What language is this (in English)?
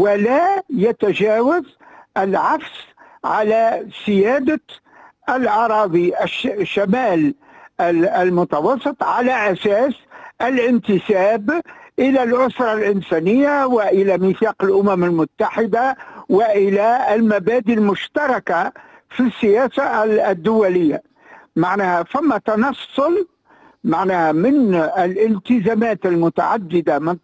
Tunisian Arabic